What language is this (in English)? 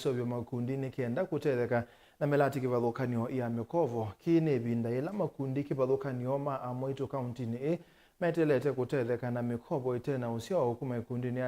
Kamba